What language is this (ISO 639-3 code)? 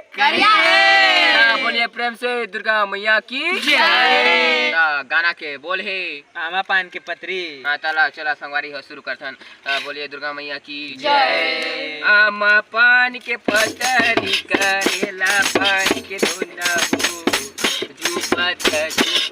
hne